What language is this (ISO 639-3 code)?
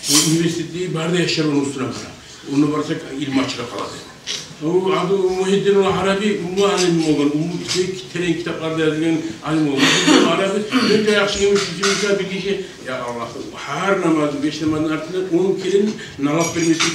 kum